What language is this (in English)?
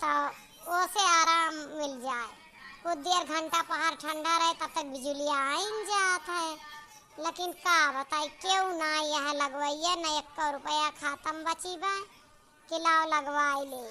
Awadhi